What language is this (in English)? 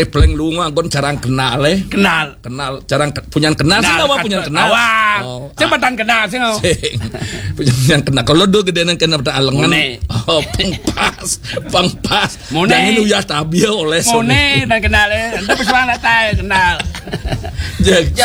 Balinese